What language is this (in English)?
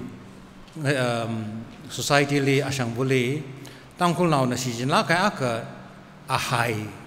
Tangkhul Naga (India)